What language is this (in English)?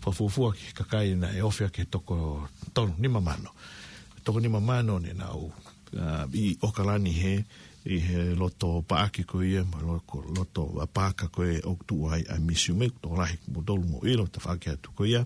Tongan